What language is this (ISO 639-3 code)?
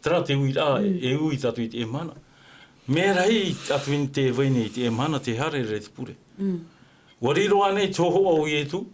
tah